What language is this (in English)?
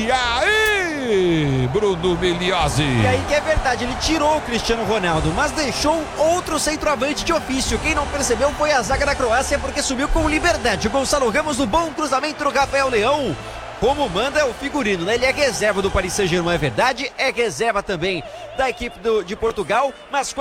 Portuguese